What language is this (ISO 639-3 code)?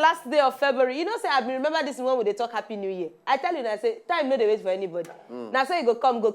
pcm